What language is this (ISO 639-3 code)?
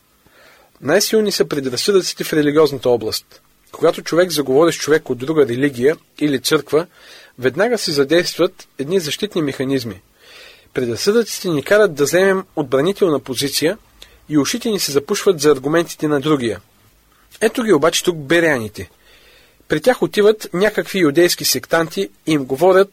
bul